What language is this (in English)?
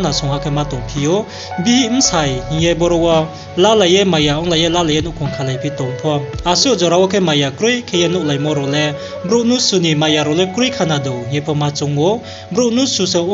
Riang (India)